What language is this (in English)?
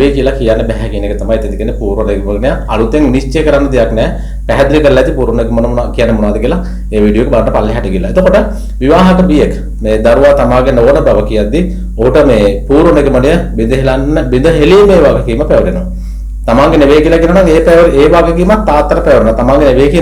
Sinhala